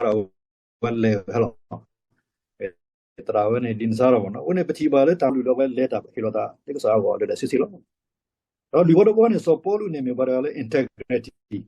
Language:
S'gaw Karen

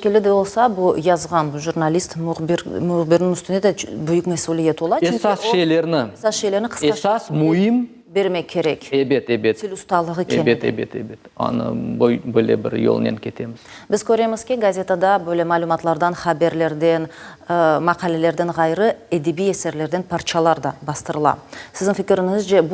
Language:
Crimean Tatar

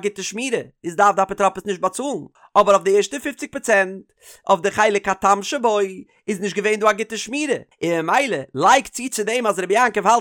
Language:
Yiddish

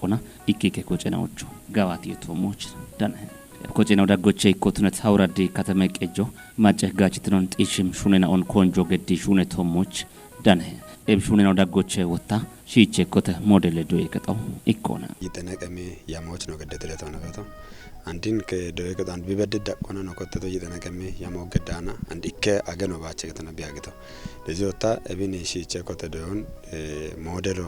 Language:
Kafa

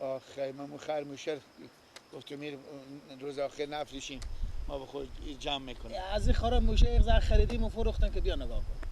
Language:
Persian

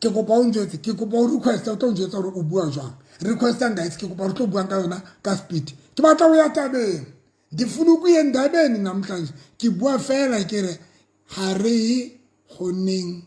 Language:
Southern Sotho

